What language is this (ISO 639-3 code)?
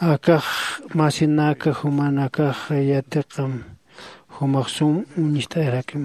aym